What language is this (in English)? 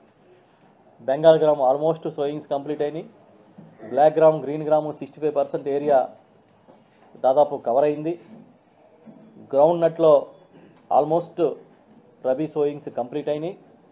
Telugu